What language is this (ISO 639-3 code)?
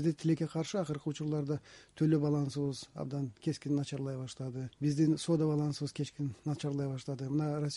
kir